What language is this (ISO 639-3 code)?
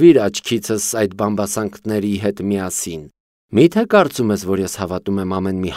hye